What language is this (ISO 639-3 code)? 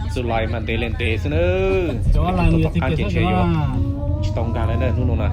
hmn